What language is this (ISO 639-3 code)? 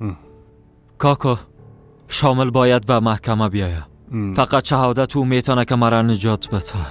fas